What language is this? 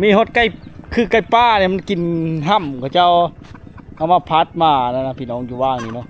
Lao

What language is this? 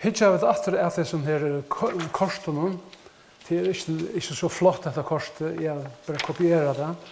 Faroese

